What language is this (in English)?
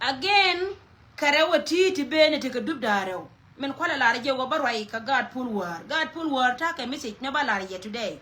Nuer